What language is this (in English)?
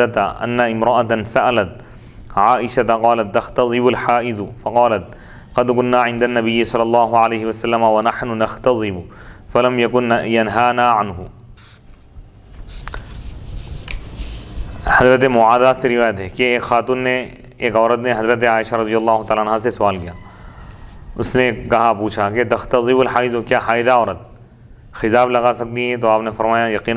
Urdu